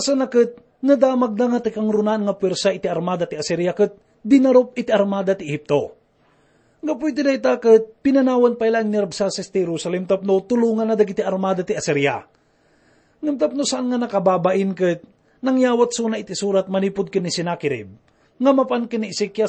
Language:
Iloko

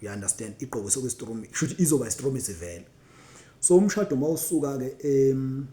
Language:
Zulu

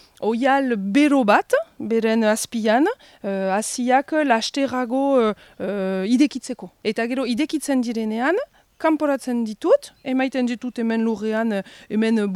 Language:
Basque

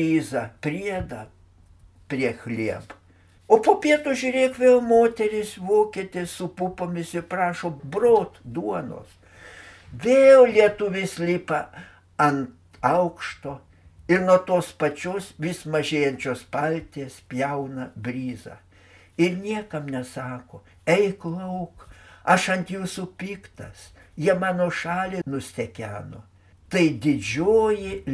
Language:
Lithuanian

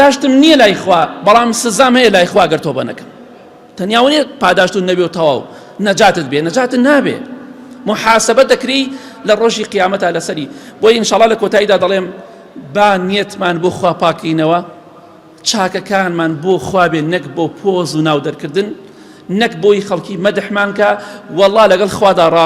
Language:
Central Kurdish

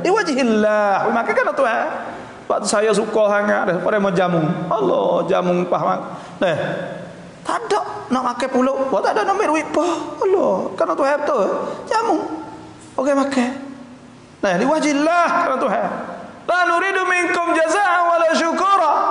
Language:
Malay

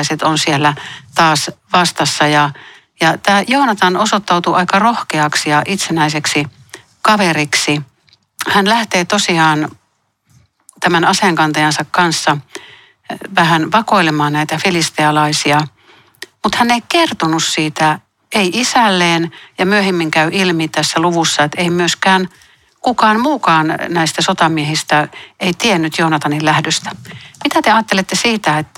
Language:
Finnish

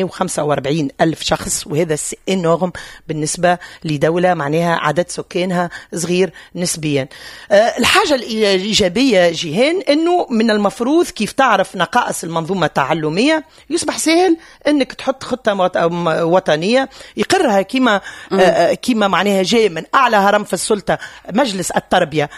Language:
Tunisian Arabic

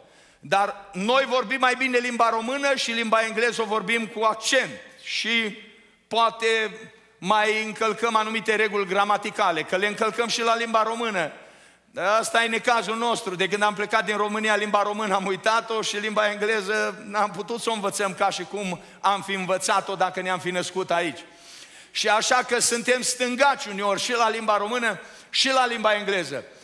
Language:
Romanian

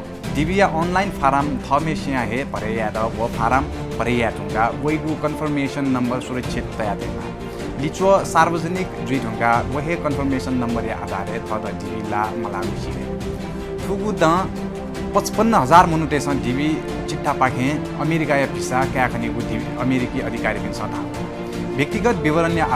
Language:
Newari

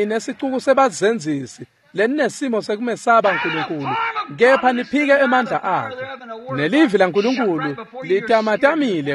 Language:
Swati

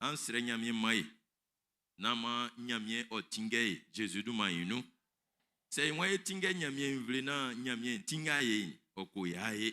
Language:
Baoulé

